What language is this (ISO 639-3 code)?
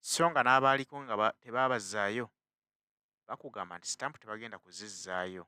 lug